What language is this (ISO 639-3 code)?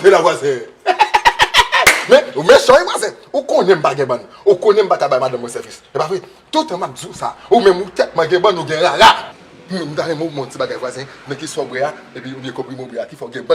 hat